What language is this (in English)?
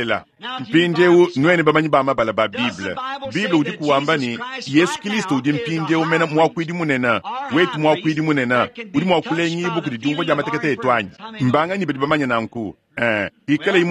Luba-Lulua